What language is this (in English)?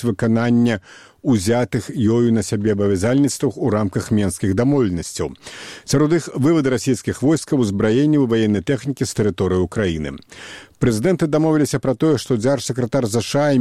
Belarusian